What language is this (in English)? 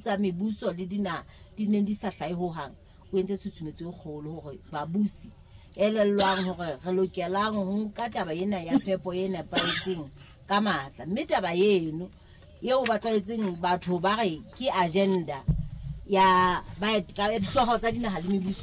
Southern Sotho